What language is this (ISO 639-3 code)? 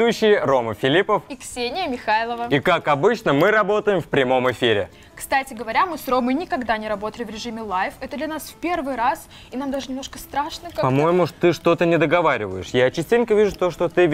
rus